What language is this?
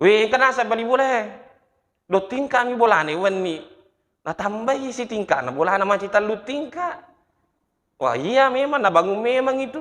Buginese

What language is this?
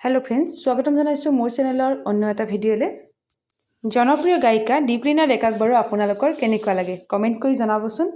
Assamese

